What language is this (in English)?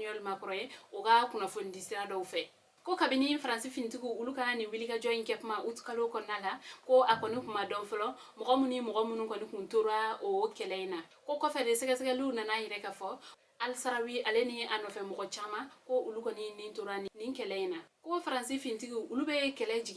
Bambara